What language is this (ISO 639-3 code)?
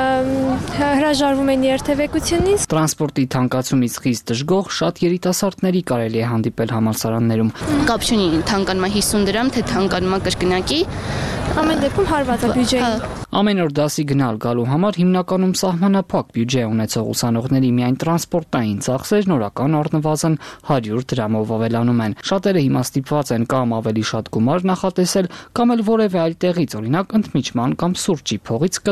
hye